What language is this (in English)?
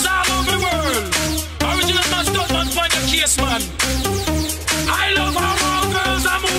English